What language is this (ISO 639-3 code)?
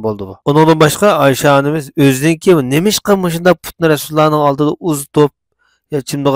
uig